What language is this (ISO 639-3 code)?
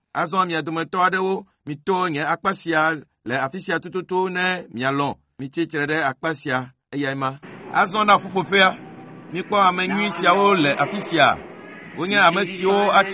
ewe